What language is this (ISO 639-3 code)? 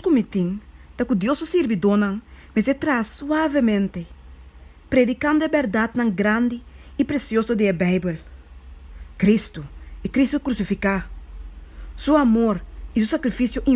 pap